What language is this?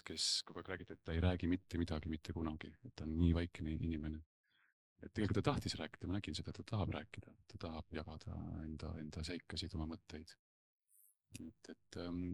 Estonian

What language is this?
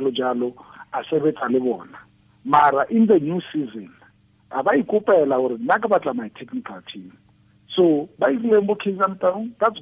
Tswana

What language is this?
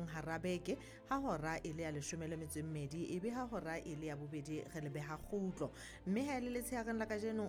Southern Sotho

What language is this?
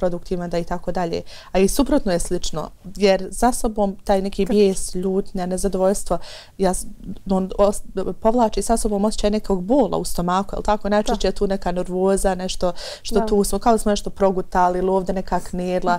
Bosnian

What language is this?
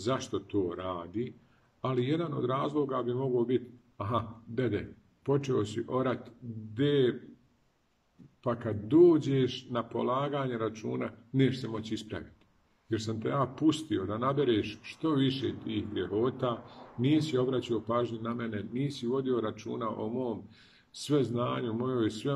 Bosnian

